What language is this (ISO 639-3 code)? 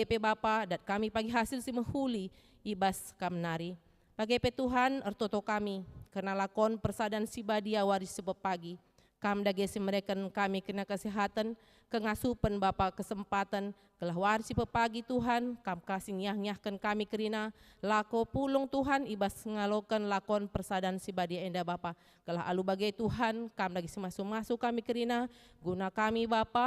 btx